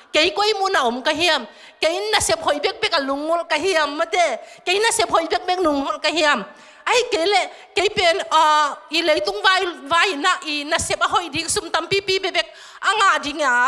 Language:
Tedim Chin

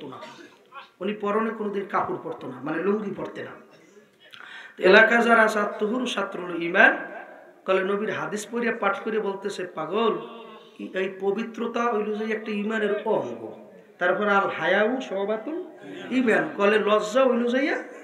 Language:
Bangla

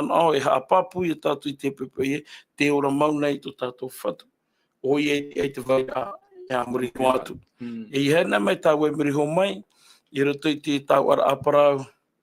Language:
Tahitian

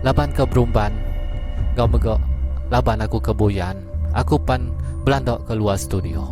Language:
Iban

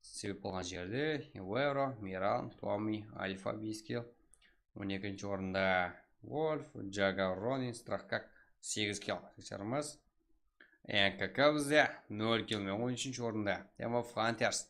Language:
Kara-Kalpak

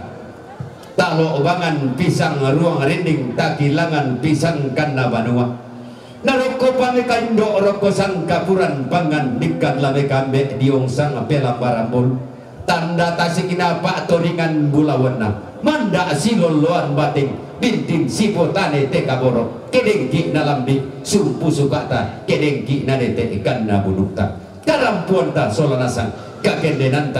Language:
Toraja-Sa'dan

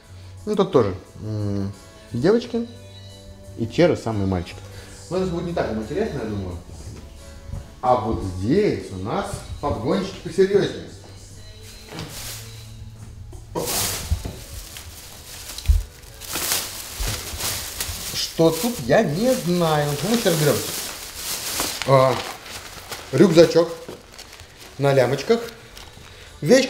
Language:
Russian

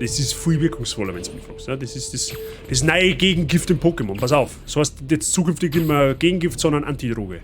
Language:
Bavarian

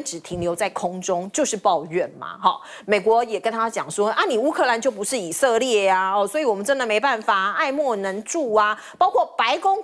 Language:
Chinese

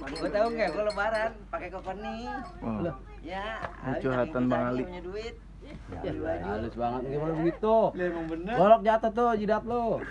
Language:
Betawi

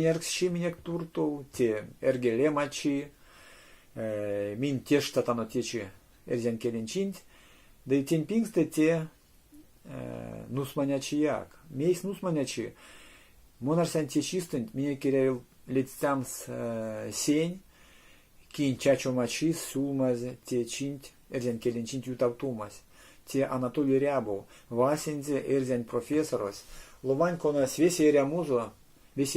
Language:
Erzya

